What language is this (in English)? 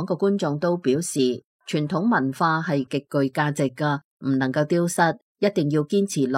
Cantonese